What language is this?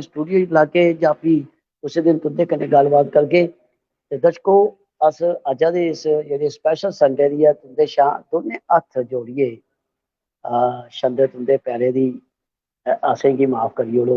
Dogri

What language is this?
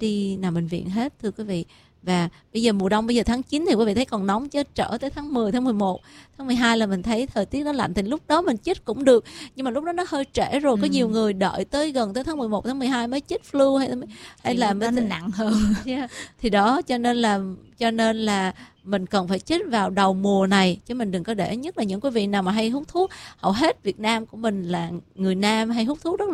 Vietnamese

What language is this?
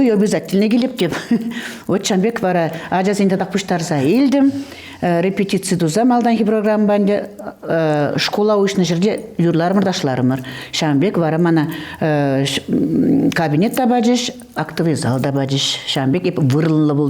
Chuvash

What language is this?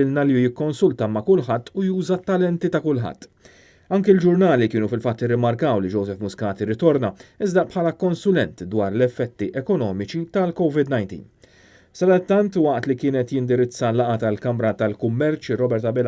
Maltese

